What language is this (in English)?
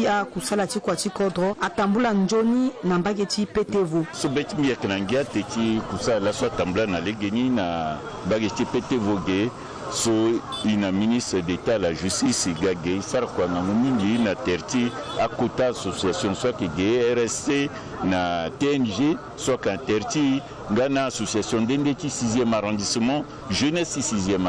Sango